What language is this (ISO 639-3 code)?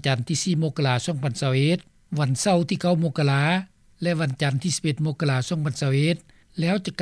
lao